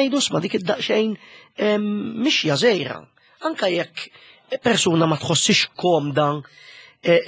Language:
Maltese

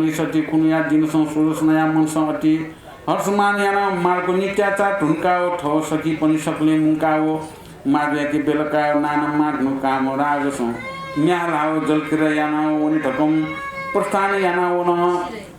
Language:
Newari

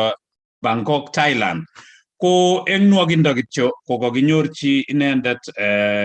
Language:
Kalenjin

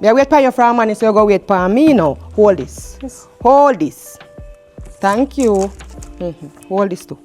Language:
Jamaican Creole English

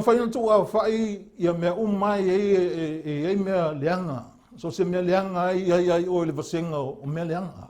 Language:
Samoan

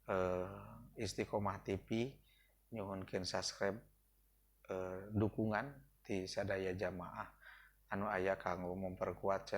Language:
Sundanese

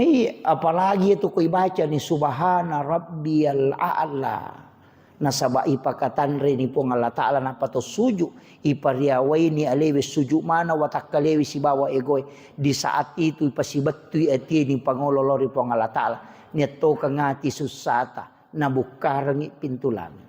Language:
Buginese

